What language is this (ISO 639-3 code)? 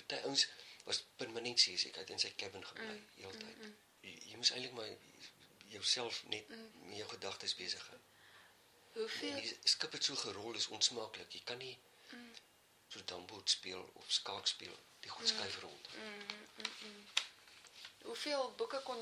afr